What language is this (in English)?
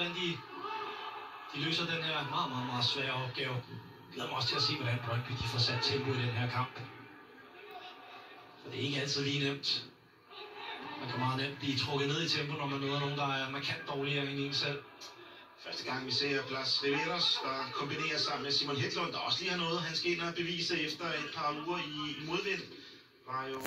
Danish